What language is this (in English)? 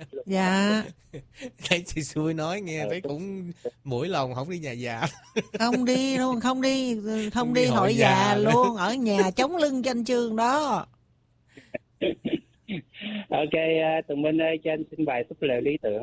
Vietnamese